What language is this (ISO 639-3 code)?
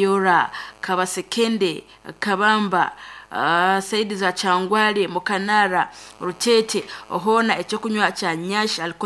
nyn